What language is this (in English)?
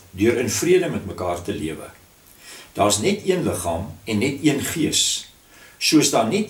Afrikaans